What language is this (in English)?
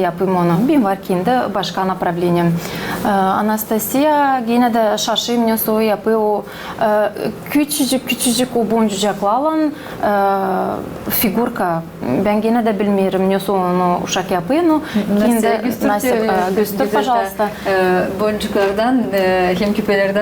Gagauz